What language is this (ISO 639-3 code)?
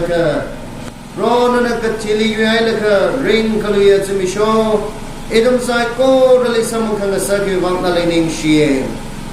nmf